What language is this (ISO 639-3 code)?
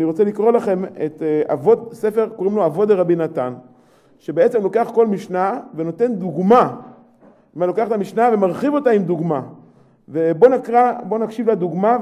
heb